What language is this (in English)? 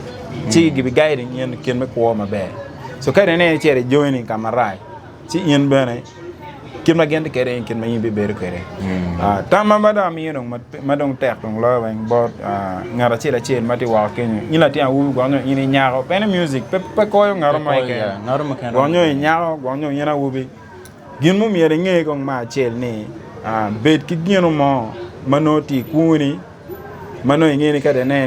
Acoli